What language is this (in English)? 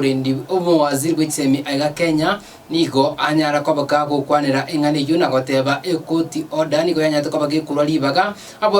Gusii